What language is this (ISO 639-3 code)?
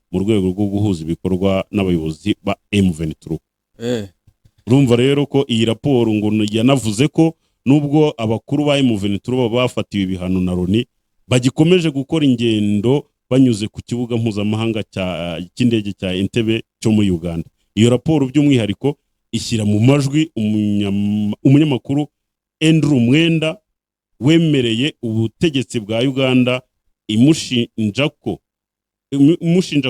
kin